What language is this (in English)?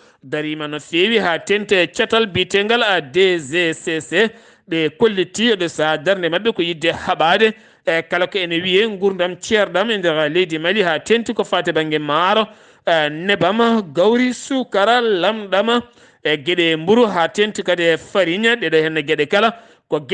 Fula